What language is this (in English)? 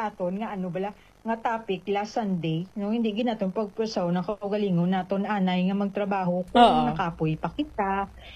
Hiligaynon